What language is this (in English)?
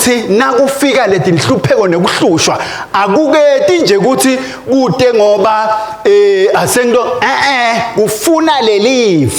Swati